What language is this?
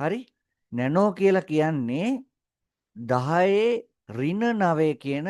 Sinhala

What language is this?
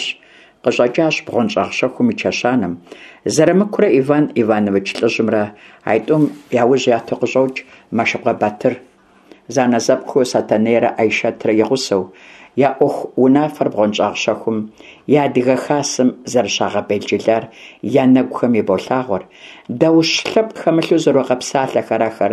Kabardian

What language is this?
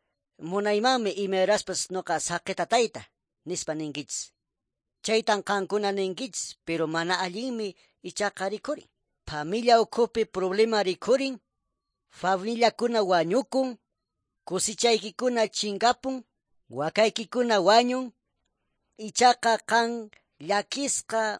Quechua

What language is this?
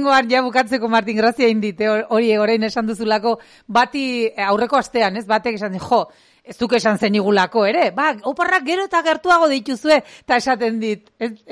Basque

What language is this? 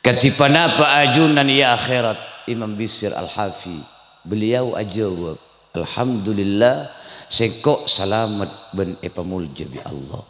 Madurese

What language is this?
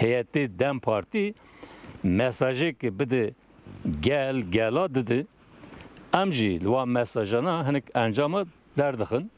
Kurdish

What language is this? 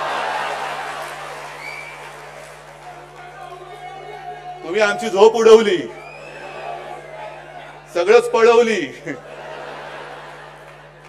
Marathi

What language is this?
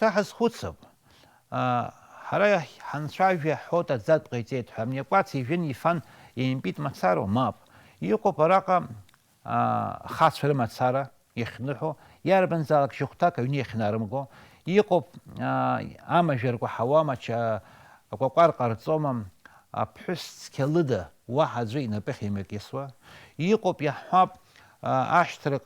Abkhazian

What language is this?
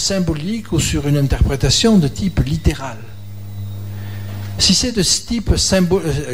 French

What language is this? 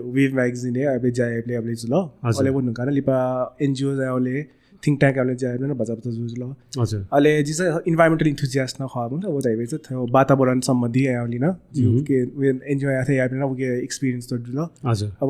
Newari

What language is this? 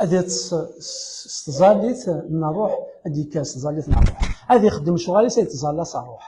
Kabyle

